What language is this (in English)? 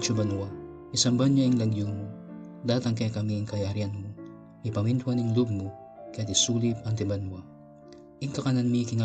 Pampanga